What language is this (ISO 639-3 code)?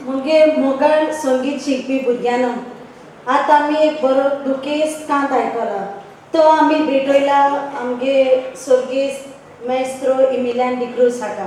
kok